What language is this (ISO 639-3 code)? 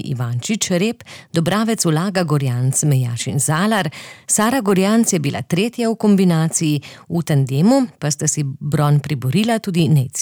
slv